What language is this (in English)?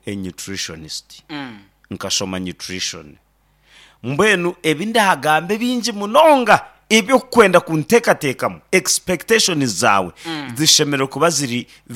Nyankole